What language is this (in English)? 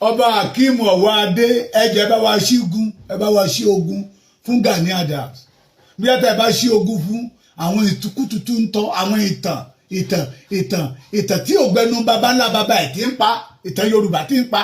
Yoruba